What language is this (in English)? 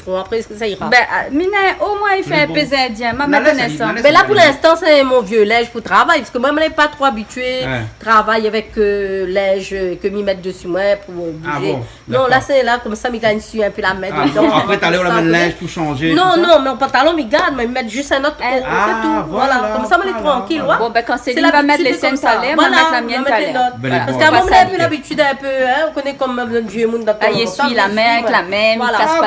Réunion Creole French